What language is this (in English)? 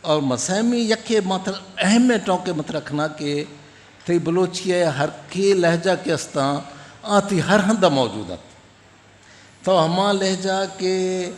Eastern Balochi